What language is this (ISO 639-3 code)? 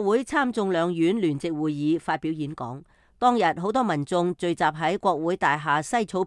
yue